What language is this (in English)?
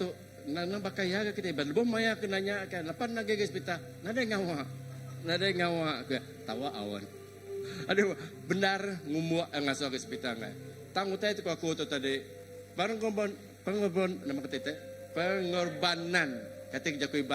Iban